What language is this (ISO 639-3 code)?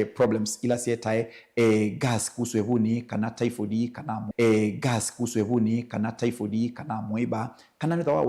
kam